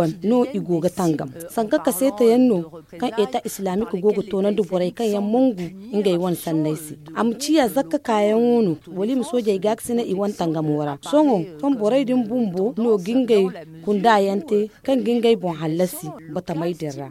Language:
Zarma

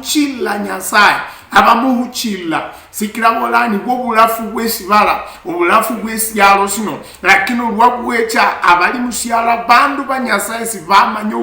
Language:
Luyia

